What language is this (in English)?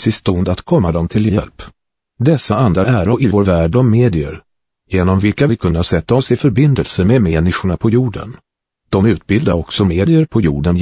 Swedish